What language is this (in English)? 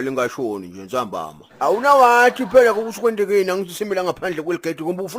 Zulu